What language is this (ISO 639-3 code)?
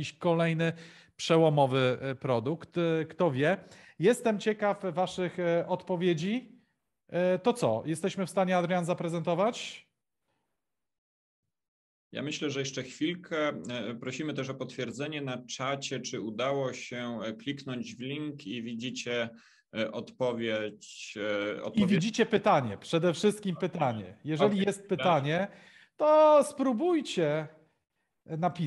pol